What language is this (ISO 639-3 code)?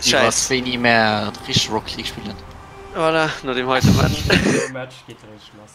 ltz